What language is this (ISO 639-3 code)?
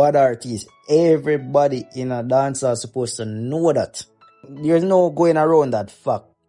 jam